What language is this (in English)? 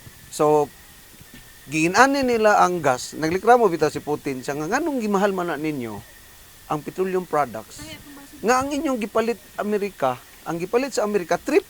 Cebuano